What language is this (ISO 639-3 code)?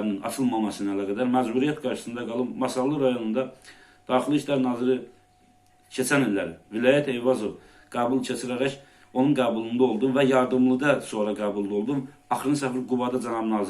aze